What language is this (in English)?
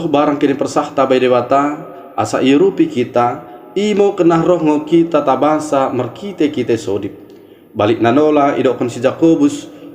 Batak Dairi